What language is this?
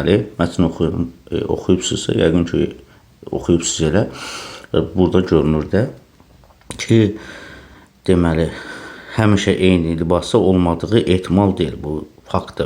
Azerbaijani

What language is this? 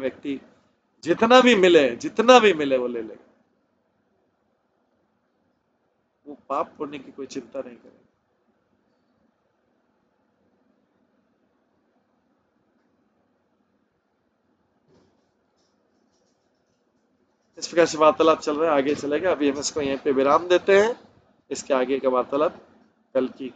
Hindi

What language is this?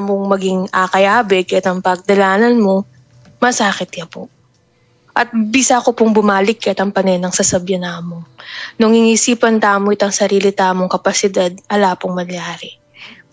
Pampanga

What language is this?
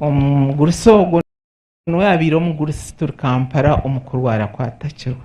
Nyankole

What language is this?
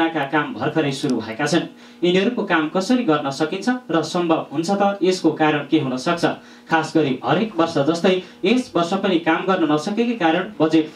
Nepali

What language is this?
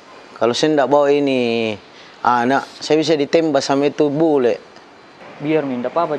Makassar Malay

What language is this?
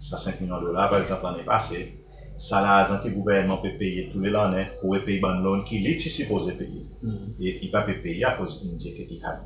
Seselwa Creole French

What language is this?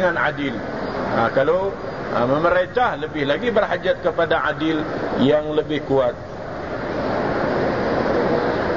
Malay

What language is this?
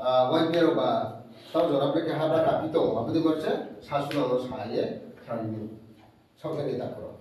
Riang (India)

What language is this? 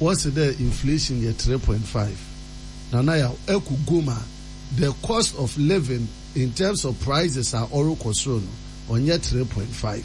Akan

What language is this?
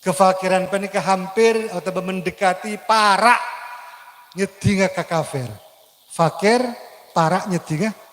Madurese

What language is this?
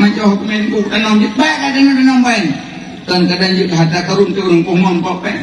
Achinese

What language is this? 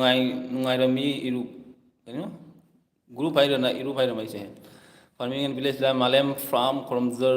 Manipuri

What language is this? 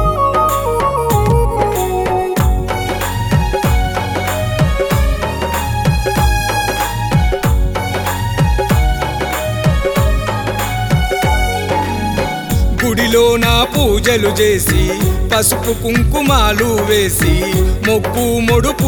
Telugu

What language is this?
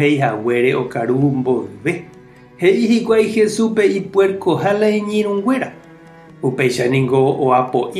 Guarani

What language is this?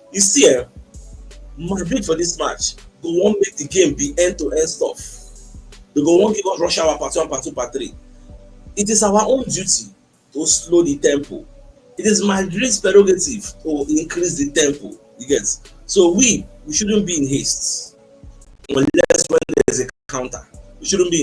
Nigerian Pidgin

